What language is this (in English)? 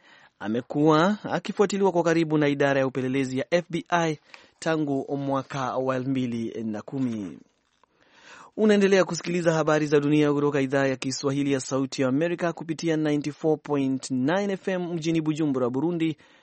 Swahili